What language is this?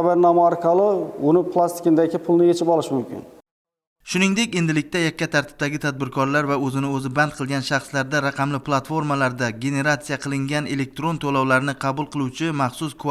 Uzbek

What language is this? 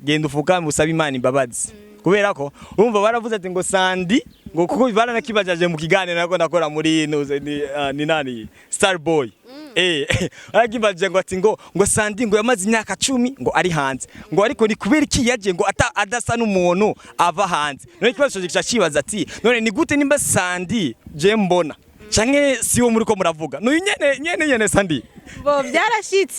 Rundi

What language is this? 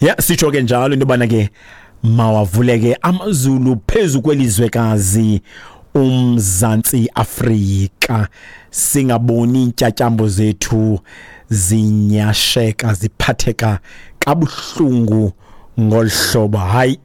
Xhosa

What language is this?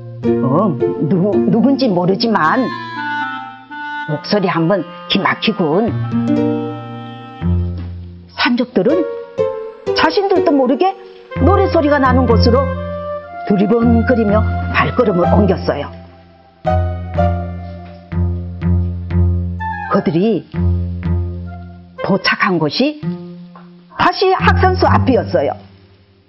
Korean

